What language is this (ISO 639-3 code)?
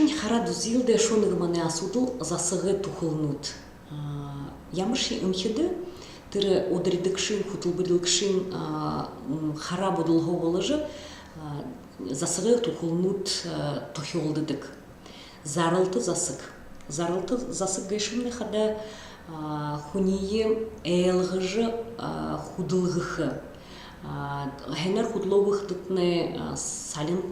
bua